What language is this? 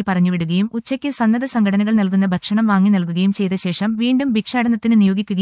Malayalam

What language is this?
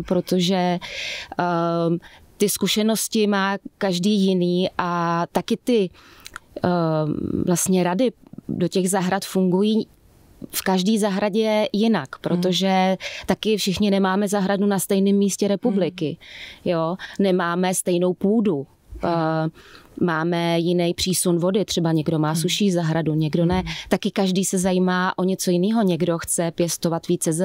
Czech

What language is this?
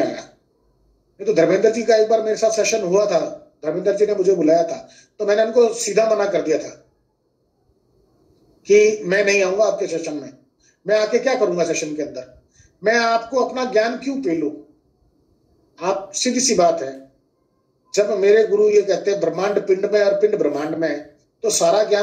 Hindi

